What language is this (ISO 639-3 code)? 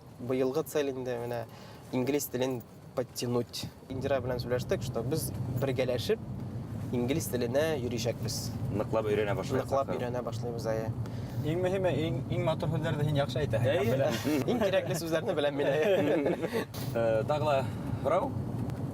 bak